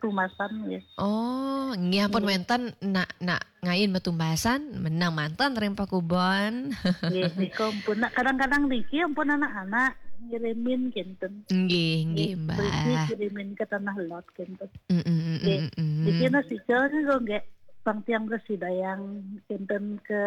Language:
Balinese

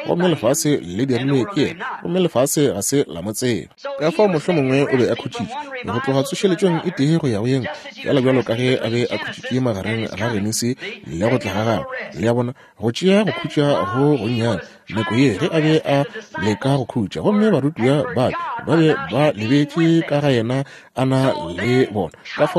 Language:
Northern Sotho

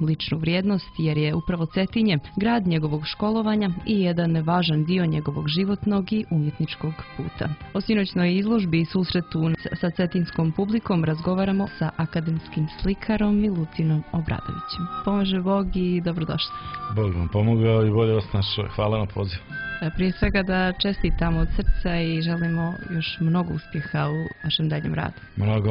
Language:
Serbian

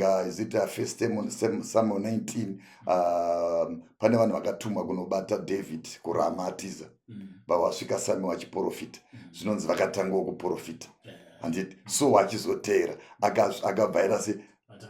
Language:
Shona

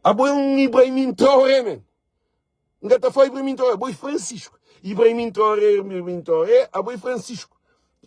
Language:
Kabuverdianu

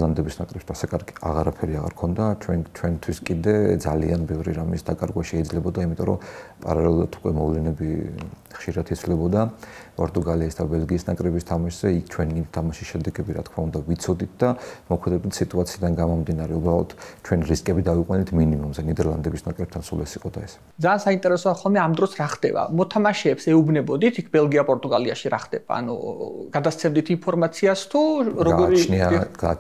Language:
Georgian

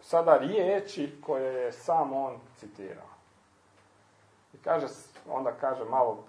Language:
Croatian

